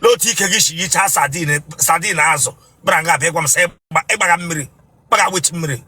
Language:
Igbo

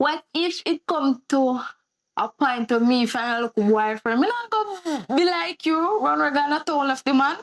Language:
Jamaican Creole English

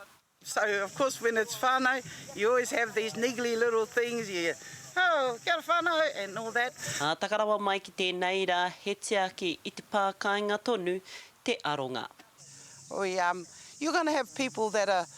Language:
Māori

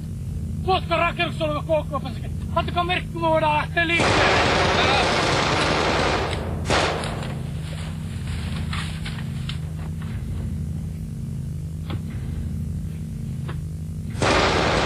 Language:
Finnish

